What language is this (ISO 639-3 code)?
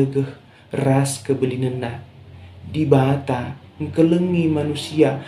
btx